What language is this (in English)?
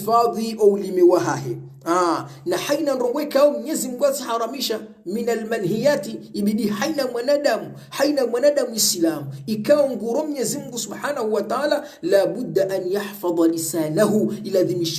Swahili